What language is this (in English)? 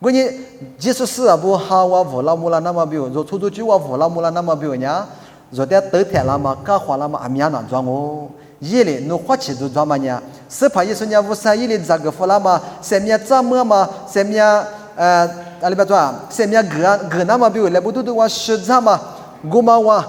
Lisu